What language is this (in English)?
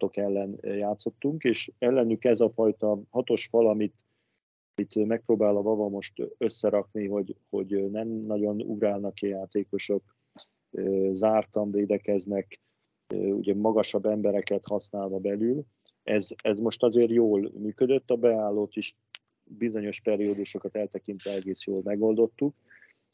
Hungarian